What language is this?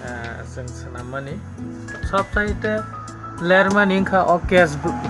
Kok Borok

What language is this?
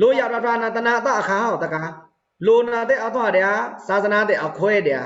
Pa'o Karen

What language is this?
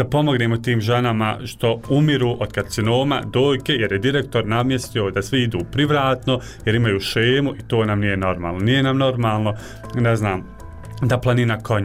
Bosnian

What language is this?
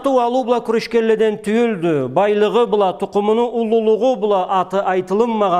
Karachay-Balkar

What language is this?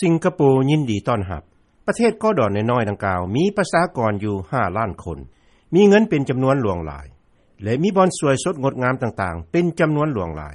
Lao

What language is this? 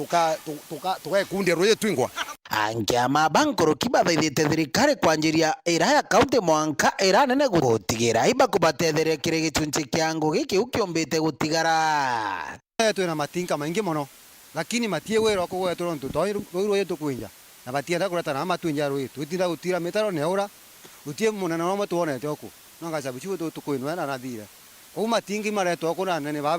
Meru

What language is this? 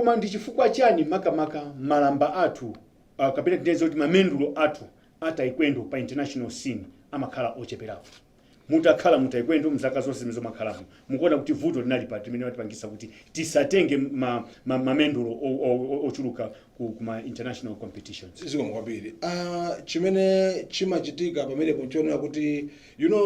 Nyanja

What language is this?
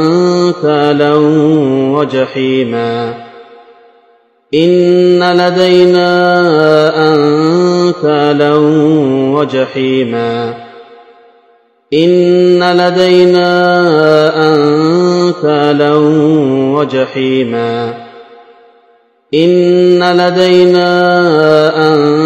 Arabic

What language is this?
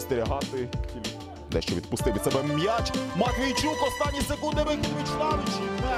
Ukrainian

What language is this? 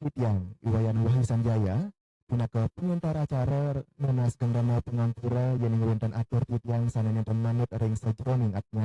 Balinese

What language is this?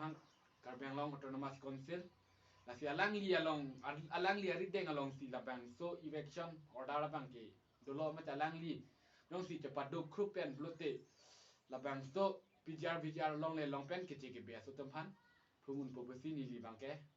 Karbi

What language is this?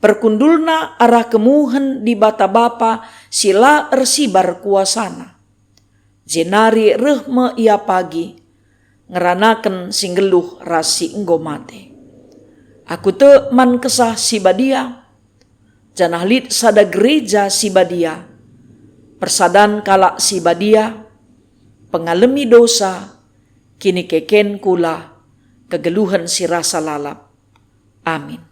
Batak Karo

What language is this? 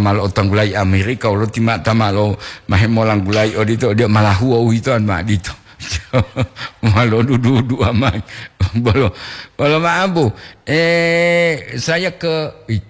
Gorontalo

